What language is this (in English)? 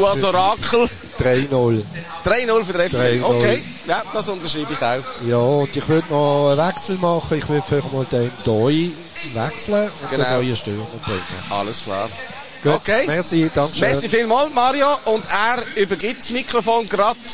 German